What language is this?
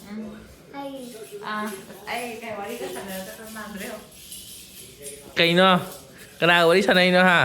Manipuri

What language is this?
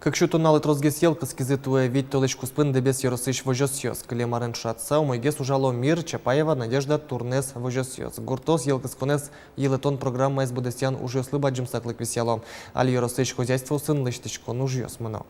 Udmurt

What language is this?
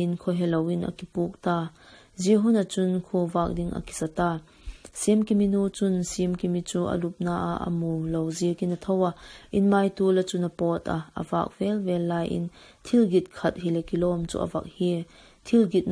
Vaiphei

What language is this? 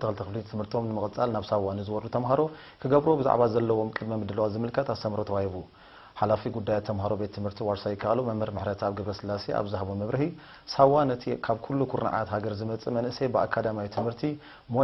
Tigrinya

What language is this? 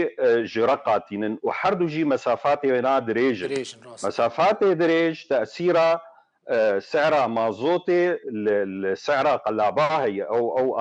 Kurdish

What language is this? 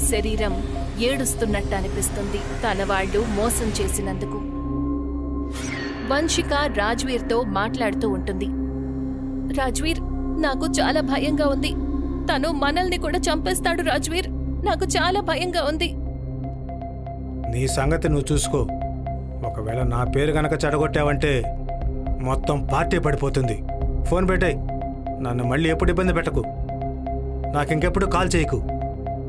Telugu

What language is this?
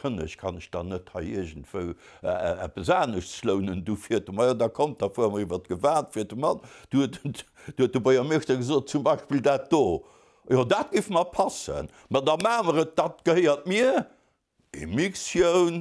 Luxembourgish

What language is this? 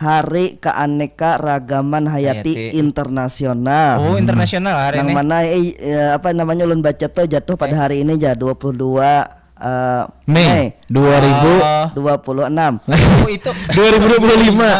Banjar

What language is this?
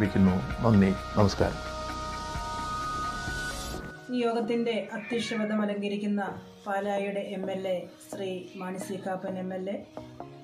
Malayalam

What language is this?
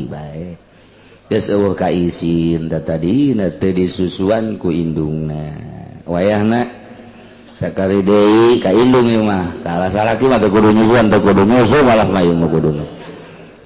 Sundanese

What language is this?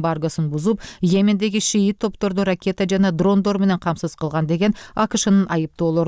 Kyrgyz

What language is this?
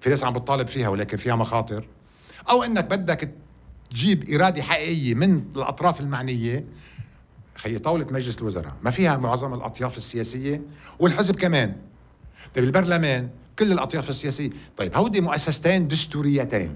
North Levantine Arabic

